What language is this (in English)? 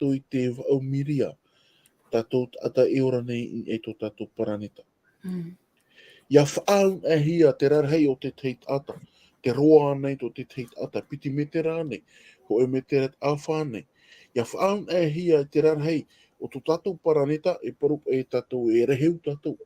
Tahitian